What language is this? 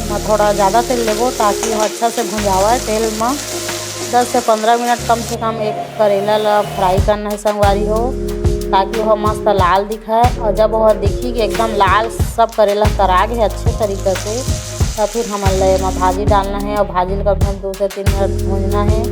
Chhattisgarhi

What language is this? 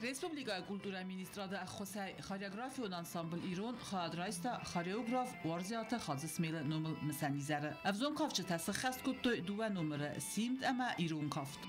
Ossetic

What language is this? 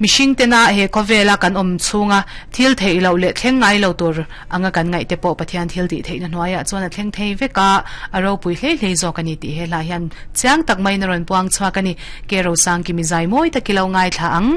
Mizo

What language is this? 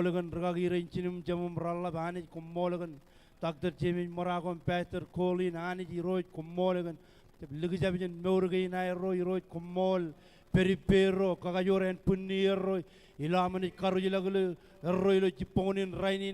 Marshallese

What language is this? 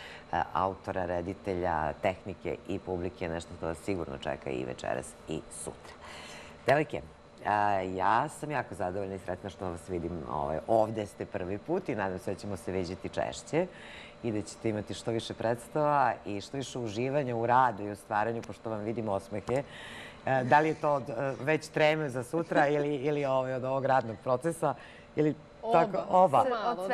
Serbian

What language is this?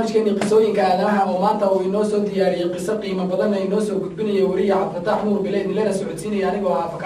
Somali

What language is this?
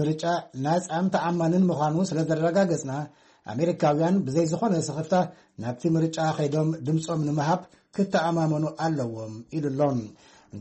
Tigrinya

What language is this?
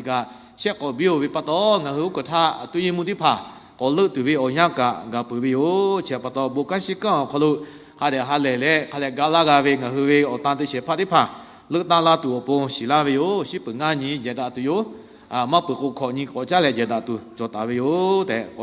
Lahu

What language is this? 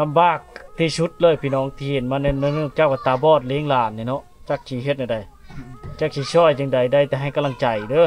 Lao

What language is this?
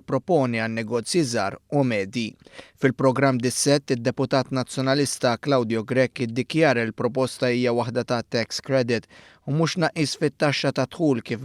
Maltese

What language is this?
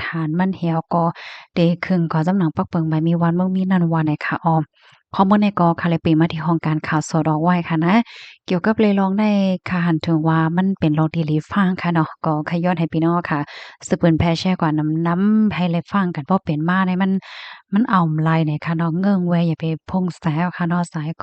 Shan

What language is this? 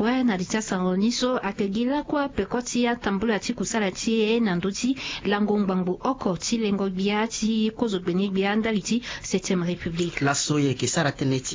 Sango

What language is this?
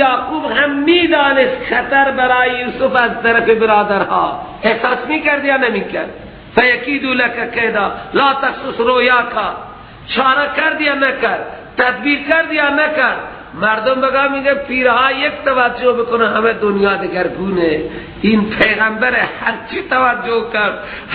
Persian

